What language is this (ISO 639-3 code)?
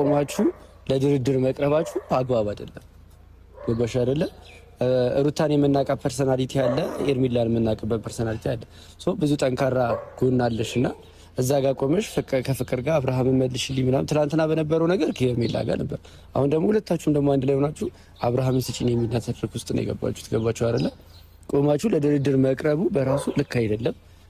amh